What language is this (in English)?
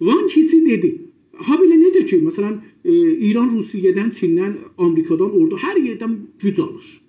South Azerbaijani